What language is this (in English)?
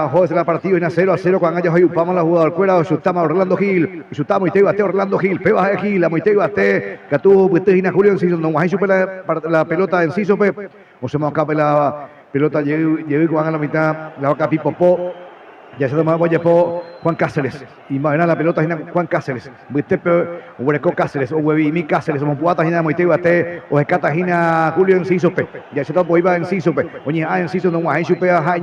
Guarani